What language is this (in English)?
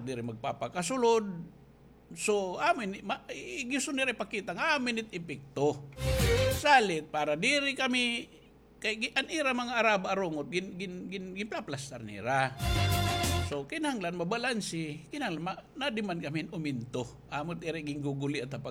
Waray